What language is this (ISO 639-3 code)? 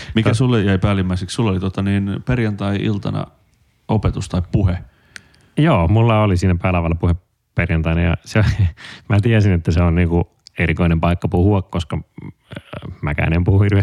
fin